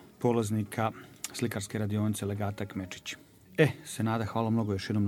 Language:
Croatian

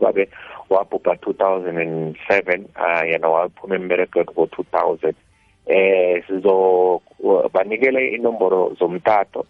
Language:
South Ndebele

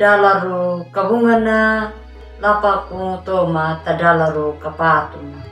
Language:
Anakalangu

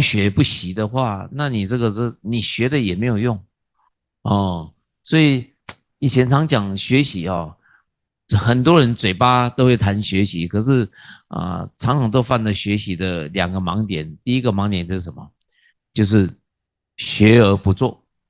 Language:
Chinese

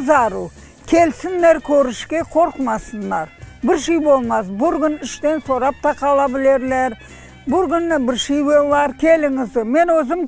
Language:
Crimean Tatar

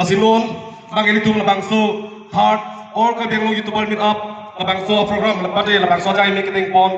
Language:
Karbi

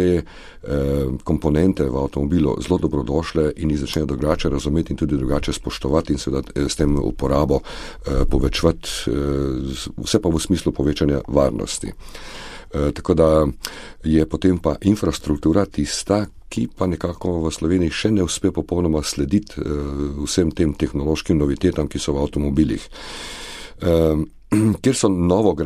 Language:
Slovenian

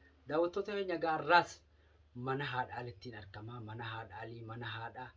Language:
Oromo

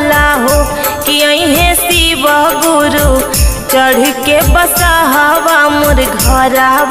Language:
Bhojpuri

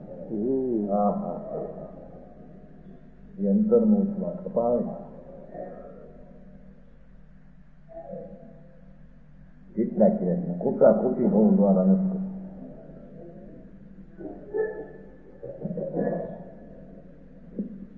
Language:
Gujarati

